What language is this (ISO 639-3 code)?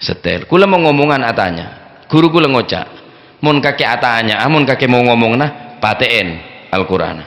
mad